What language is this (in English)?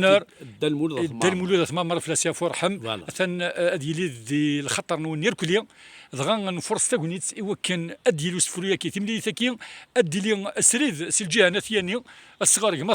Kabyle